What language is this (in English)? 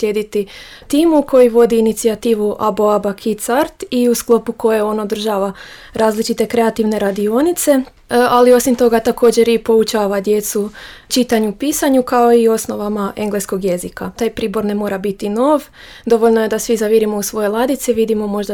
Croatian